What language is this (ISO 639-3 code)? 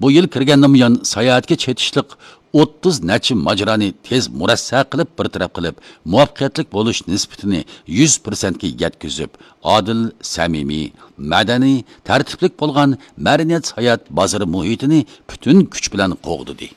uig